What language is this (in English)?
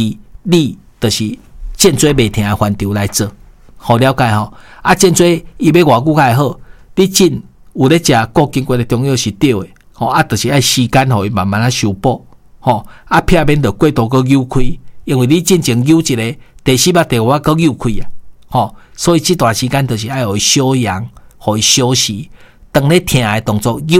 Min Nan Chinese